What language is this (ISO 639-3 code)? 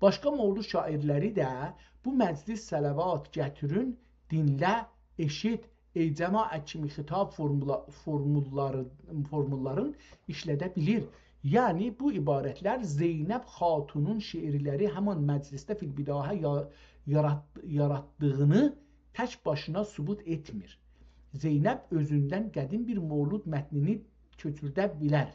azb